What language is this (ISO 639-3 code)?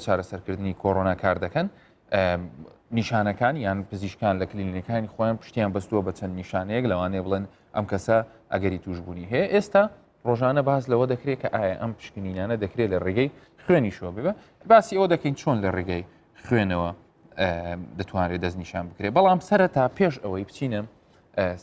ckb